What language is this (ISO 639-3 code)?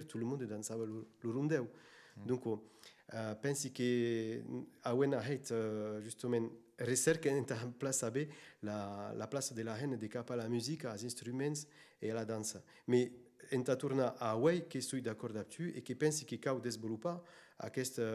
oci